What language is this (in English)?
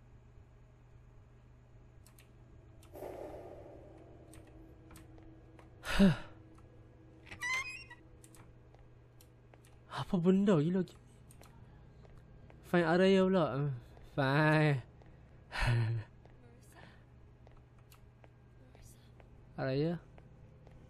Malay